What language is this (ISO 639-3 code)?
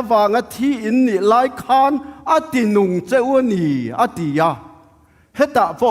ctd